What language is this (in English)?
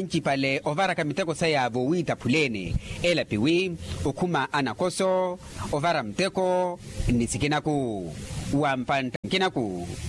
Makhuwa